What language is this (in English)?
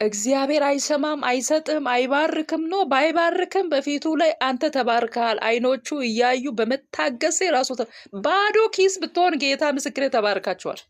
Amharic